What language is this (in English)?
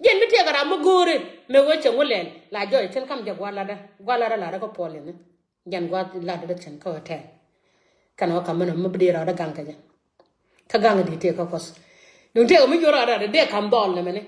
Nuer